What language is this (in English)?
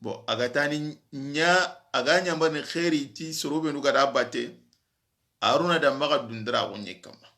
Soninke